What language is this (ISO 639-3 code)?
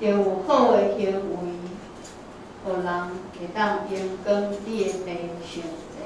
nan